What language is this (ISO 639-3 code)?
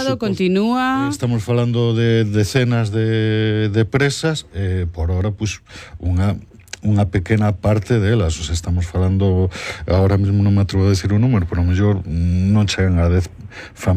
glg